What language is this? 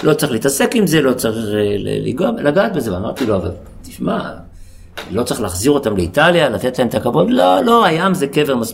Hebrew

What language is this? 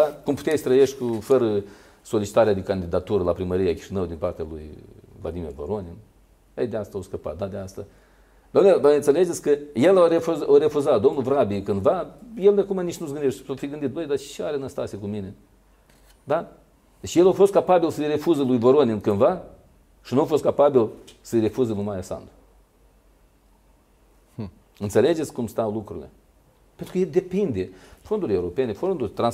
Romanian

